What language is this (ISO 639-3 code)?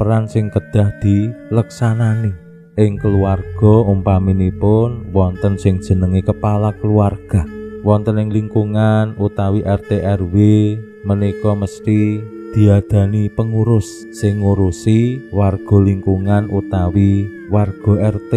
jav